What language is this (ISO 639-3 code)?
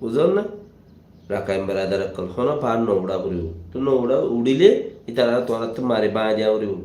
rhg